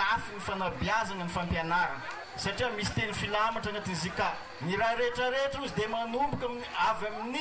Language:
Malagasy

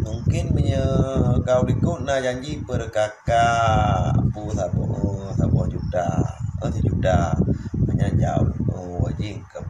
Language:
Achinese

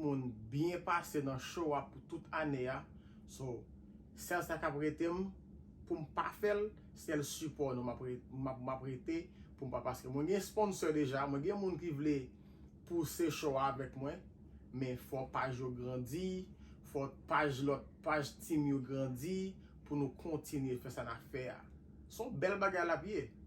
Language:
Haitian Creole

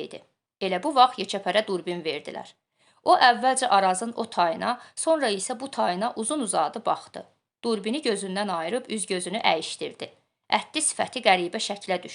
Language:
Azerbaijani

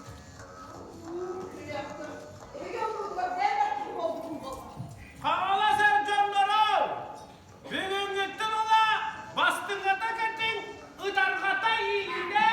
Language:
Yakut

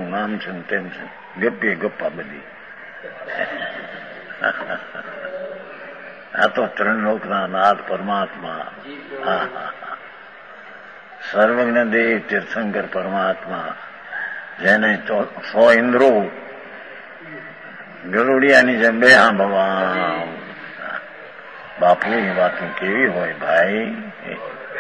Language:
Gujarati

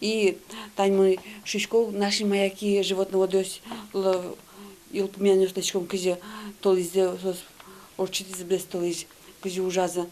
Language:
Udmurt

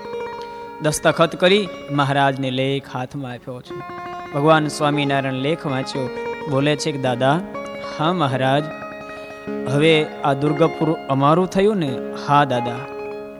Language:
Gujarati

